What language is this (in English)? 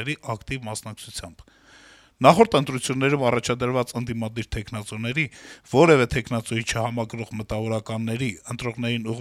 Armenian